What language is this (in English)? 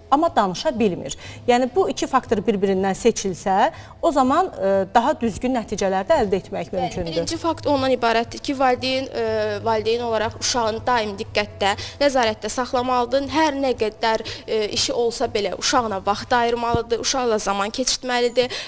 Azerbaijani